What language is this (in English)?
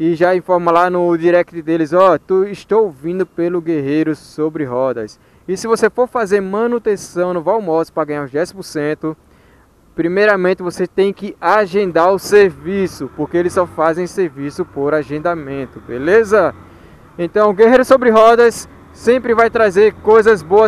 Portuguese